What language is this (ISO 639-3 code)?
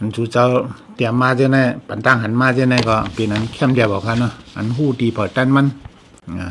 shn